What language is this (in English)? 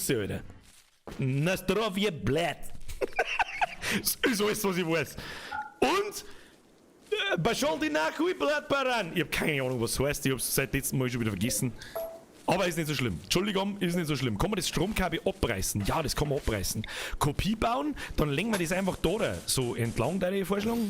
Bavarian